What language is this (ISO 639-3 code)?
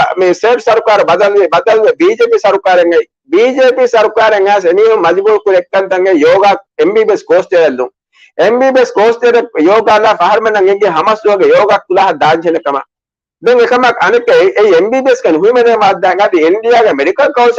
div